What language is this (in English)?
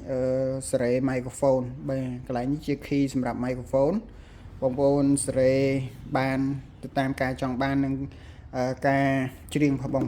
Khmer